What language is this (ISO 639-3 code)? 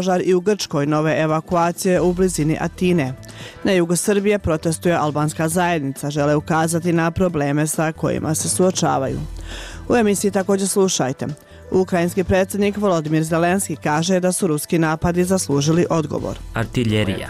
bos